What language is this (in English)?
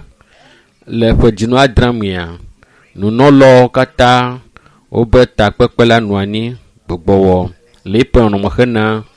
Ewe